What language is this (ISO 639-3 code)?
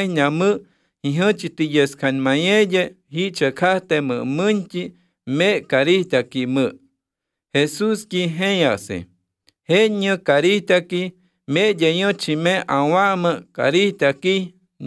sqi